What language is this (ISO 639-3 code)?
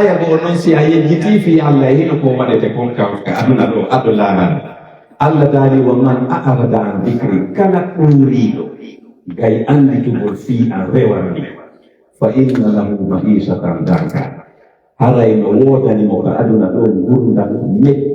fuf